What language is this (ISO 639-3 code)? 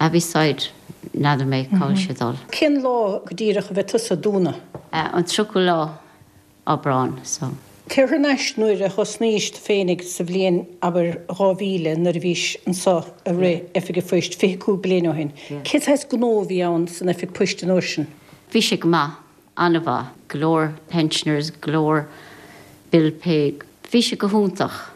gle